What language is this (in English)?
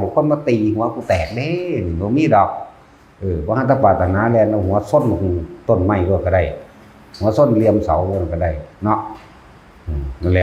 Northeastern Thai